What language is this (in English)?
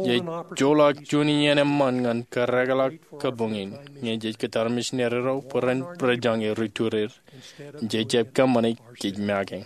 Marshallese